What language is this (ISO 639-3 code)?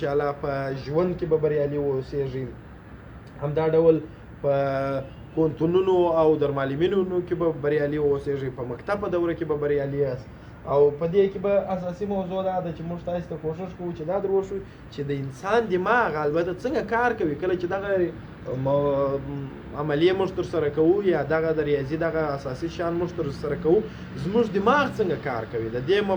pus